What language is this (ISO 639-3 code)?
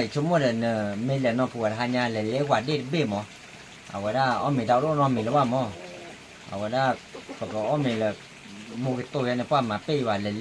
ksw